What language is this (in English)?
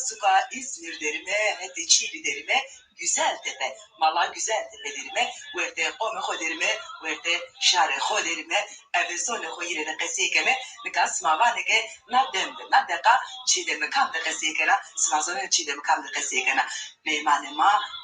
Zaza